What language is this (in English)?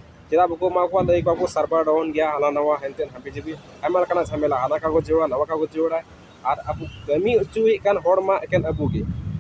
Santali